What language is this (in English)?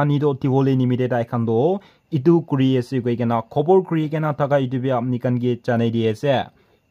Naga Pidgin